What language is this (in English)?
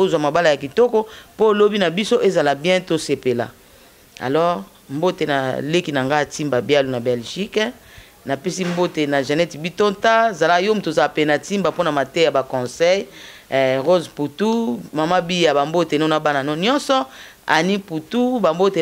Lingala